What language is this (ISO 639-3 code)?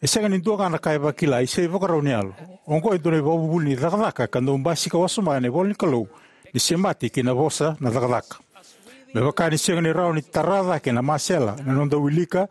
fij